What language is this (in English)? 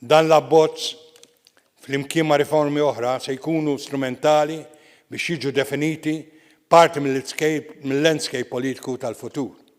Maltese